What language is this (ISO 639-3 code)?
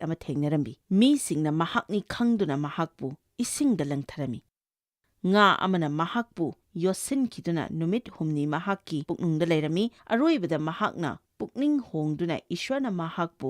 mni